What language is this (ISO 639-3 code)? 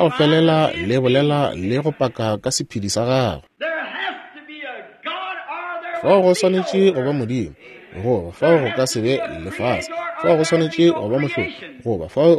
nso